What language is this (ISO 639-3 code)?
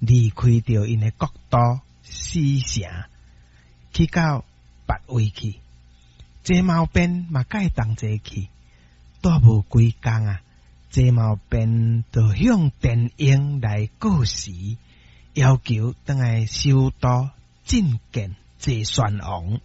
nan